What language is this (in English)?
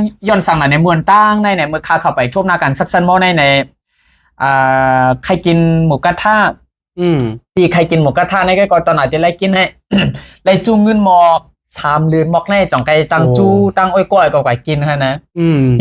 Shan